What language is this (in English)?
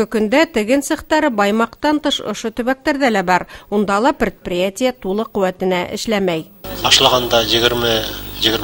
Bashkir